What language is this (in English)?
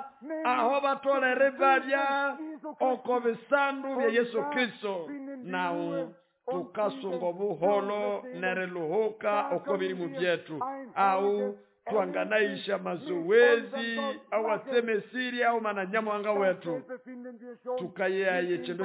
Nande